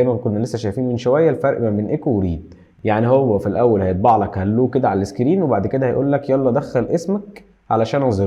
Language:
Egyptian Arabic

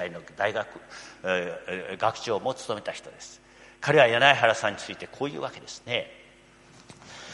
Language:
Japanese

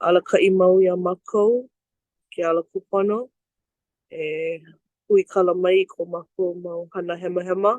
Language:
Hawaiian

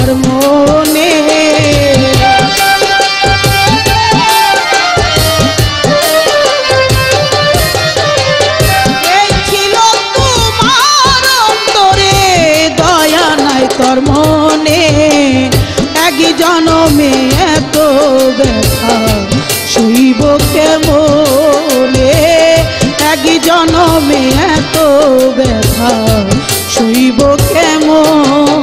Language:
Bangla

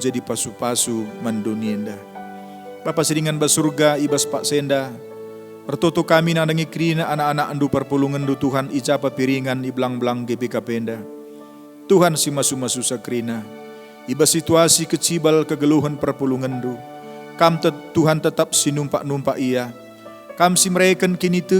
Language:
Batak Karo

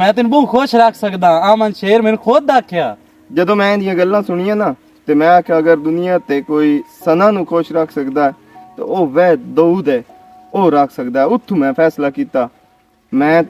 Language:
Western Panjabi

